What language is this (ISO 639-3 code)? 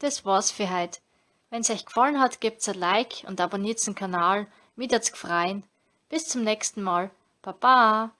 bar